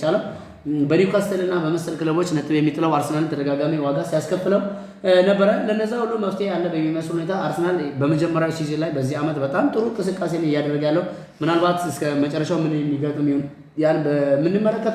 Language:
Amharic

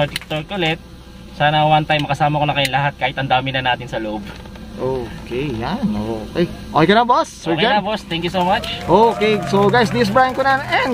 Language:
Filipino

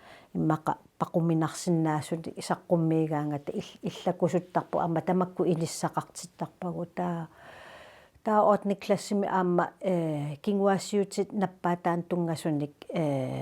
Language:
Kalaallisut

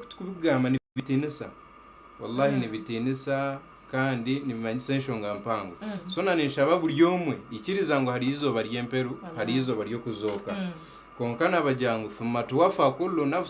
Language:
Nyankole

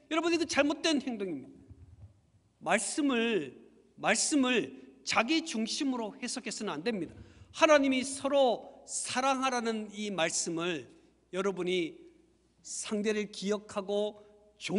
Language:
Korean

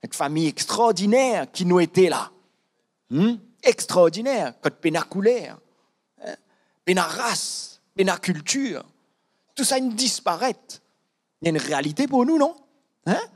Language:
Morisyen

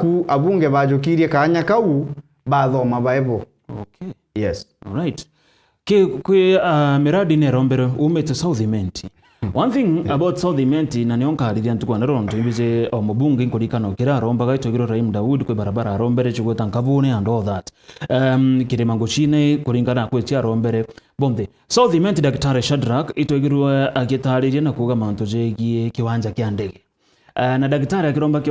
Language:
Meru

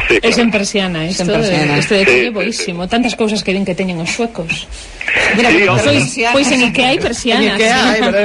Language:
Galician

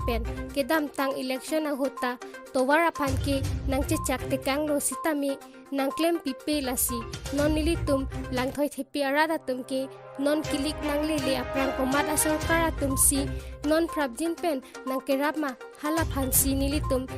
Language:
Karbi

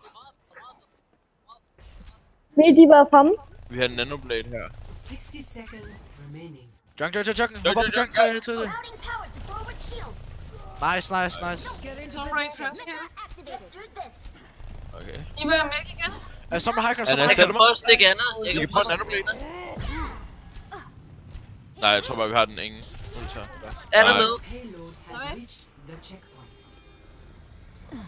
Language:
Danish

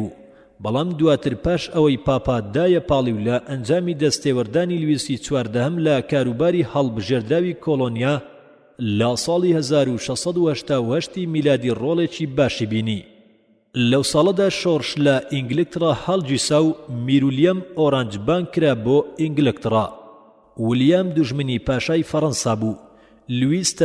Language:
Central Kurdish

